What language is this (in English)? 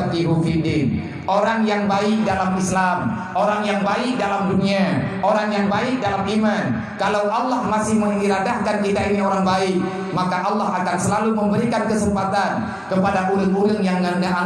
Achinese